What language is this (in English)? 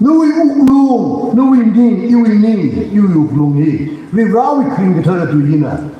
Tangkhul Naga (India)